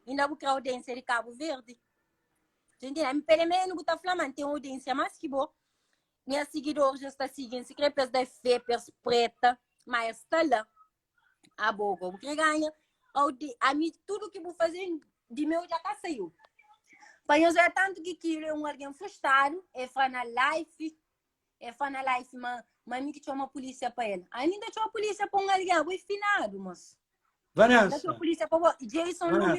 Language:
Kabuverdianu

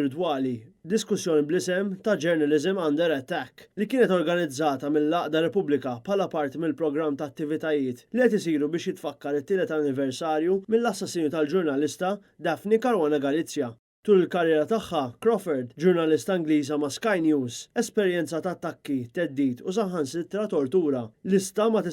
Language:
Maltese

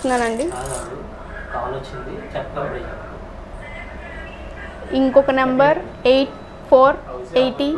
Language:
Telugu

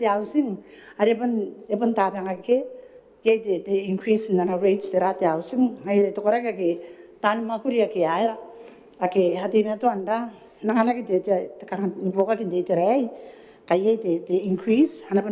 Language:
Gilbertese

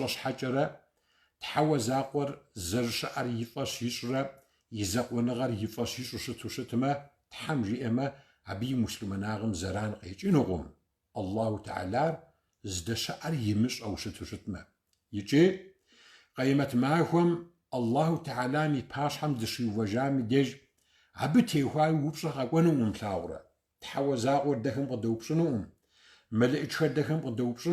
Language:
Kabardian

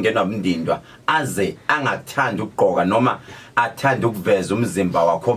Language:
Zulu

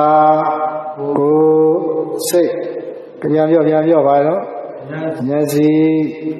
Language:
Burmese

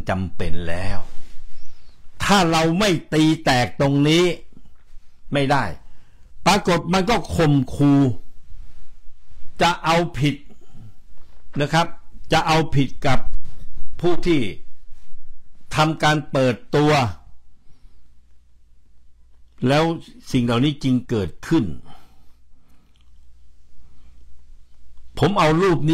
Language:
Thai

